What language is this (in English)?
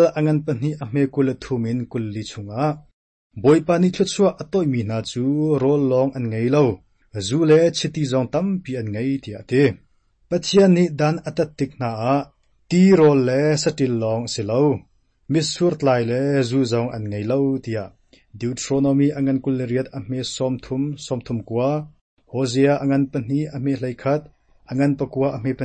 Hakha Chin